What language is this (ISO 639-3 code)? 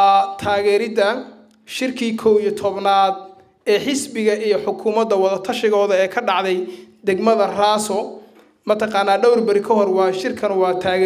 som